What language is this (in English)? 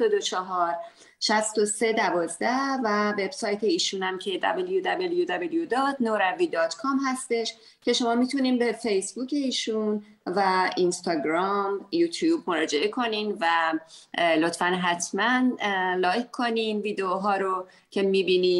Persian